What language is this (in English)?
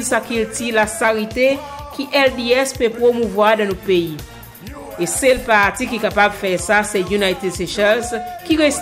Seselwa Creole French